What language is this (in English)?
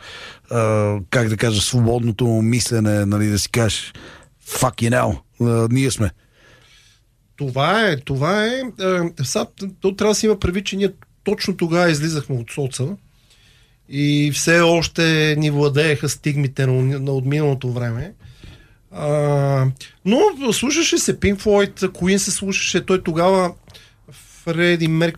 Bulgarian